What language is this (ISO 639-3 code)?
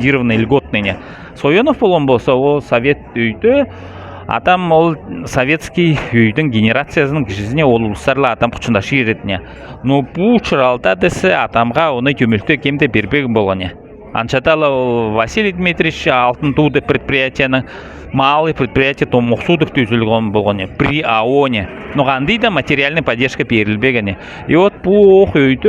alt